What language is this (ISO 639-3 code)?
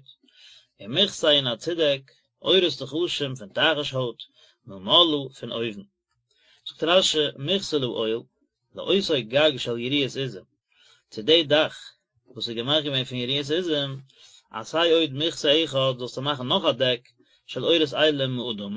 yid